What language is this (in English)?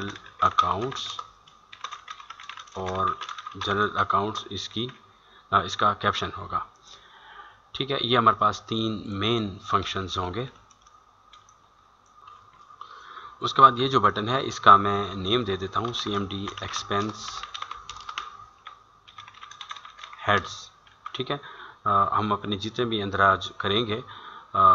Hindi